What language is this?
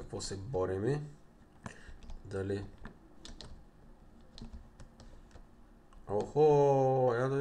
Bulgarian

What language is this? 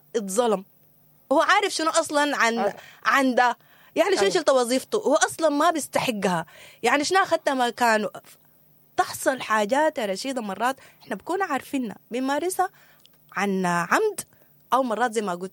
Sudanese Arabic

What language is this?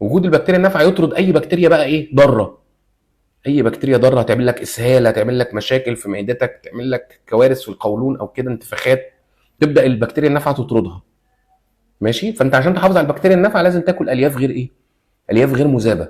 Egyptian Arabic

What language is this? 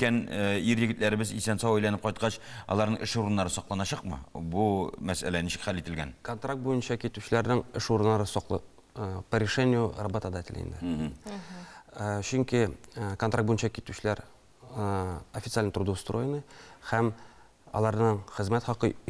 Tatar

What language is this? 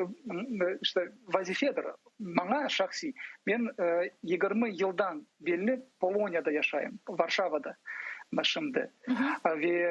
Crimean Tatar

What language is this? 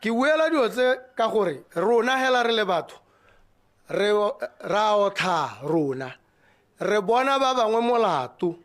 Tswana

